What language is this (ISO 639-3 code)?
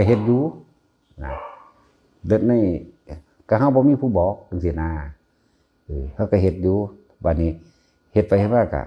tts